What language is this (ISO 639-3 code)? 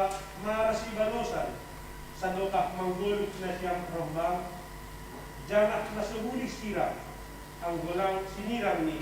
bts